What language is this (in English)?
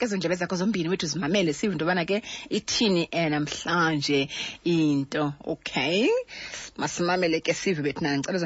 Xhosa